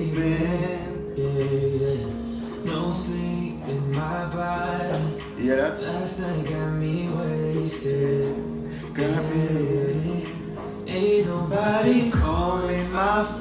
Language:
Jamaican Creole English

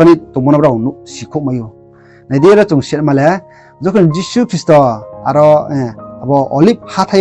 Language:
Riang (India)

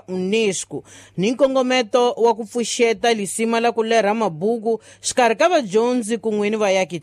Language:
Tsonga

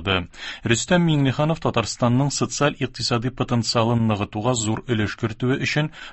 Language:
Tatar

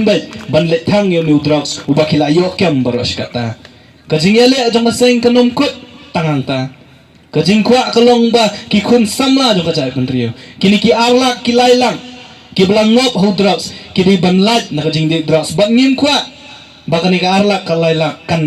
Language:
Khasi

